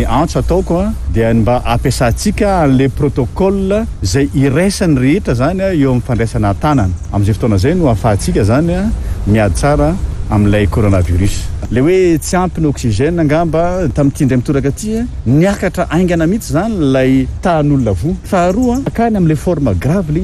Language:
Malagasy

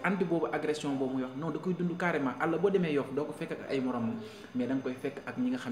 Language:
Wolof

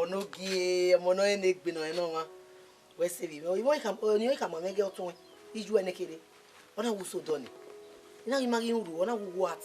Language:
Bini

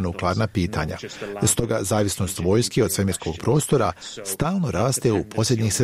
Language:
Bosnian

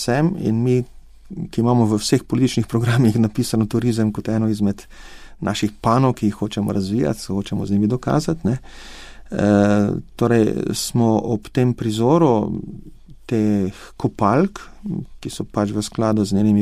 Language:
Slovenian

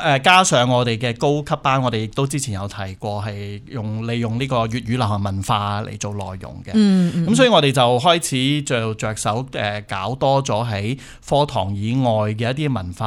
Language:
Cantonese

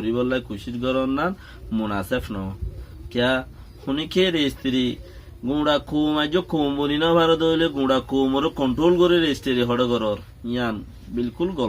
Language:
Rohingya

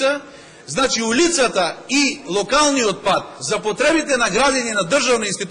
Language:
Macedonian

